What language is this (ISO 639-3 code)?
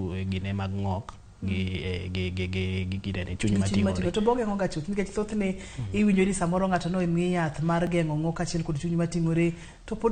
luo